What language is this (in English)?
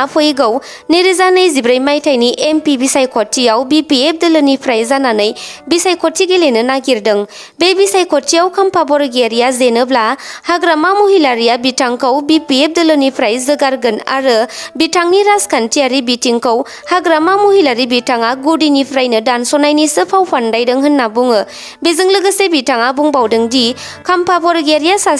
Bodo